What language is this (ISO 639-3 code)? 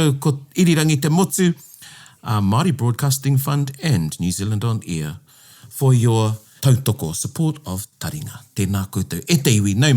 mri